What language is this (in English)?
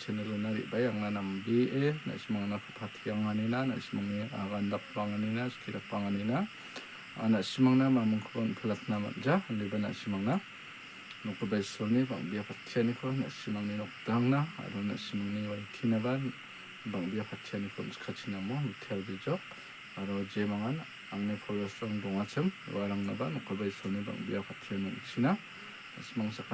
Garo